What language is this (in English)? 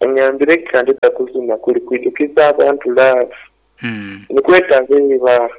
Nyoro